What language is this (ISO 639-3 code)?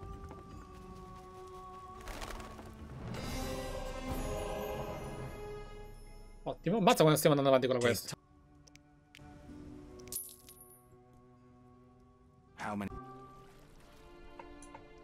ita